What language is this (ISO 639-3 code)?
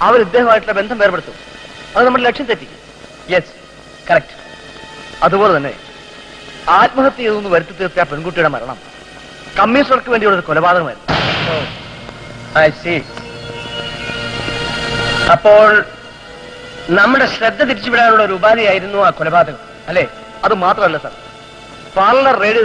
mal